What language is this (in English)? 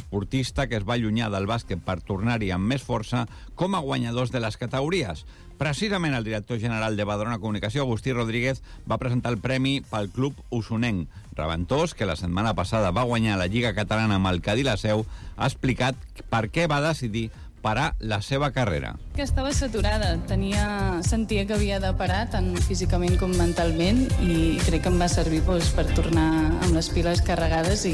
Catalan